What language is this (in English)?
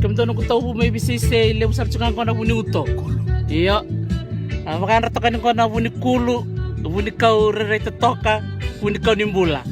Fijian